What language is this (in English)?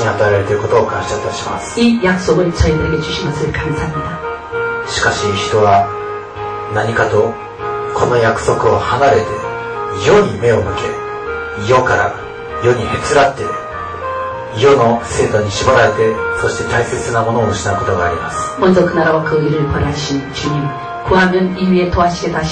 Korean